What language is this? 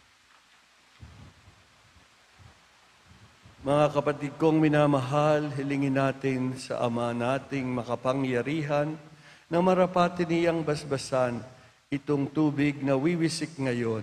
Filipino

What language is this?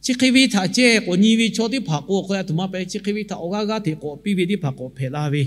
Lahu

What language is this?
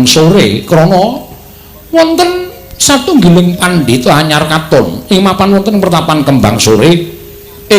Javanese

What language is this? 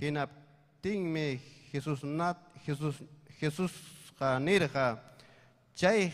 Ayacucho Quechua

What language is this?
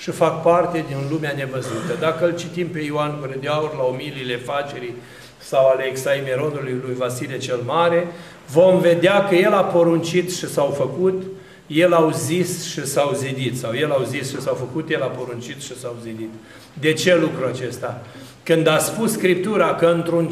Romanian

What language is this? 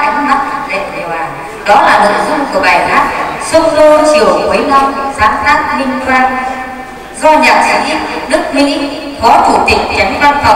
Vietnamese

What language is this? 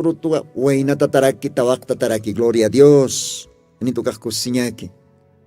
Aymara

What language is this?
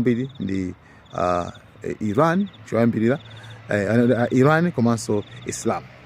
Nyanja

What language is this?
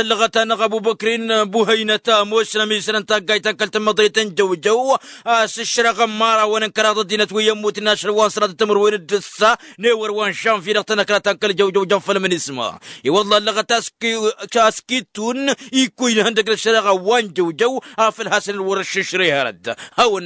Tamasheq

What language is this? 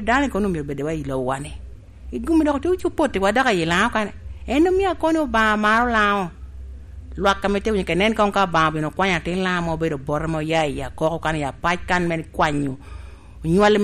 Lango (Uganda)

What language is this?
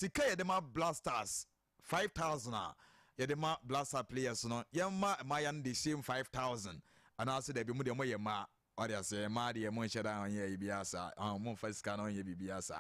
Akan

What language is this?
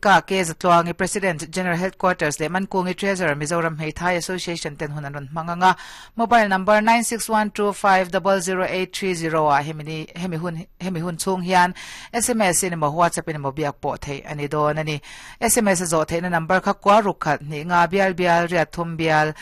Mizo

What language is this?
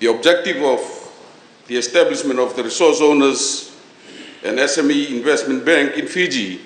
Fijian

